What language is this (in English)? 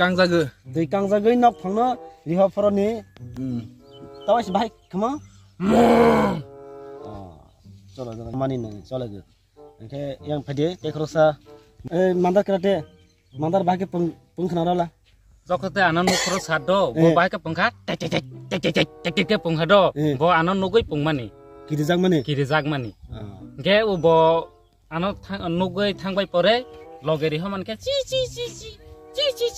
Kok Borok